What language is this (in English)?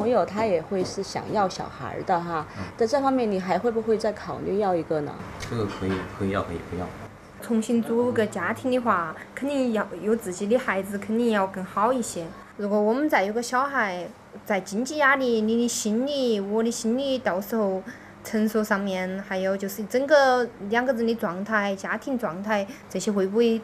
Chinese